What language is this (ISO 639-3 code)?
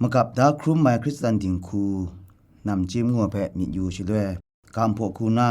kac